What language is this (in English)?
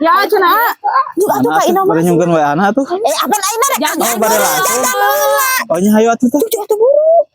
Sundanese